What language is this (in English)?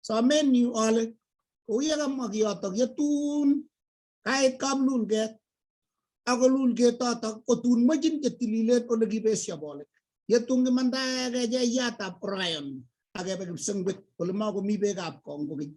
Kalenjin